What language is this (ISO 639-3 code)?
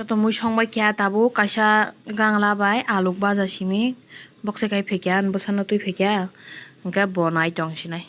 trp